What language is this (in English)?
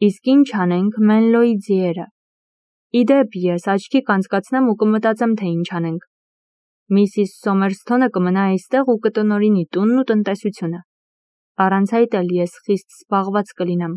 Armenian